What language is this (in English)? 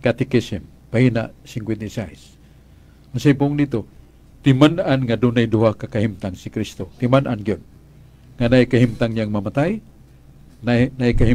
Cebuano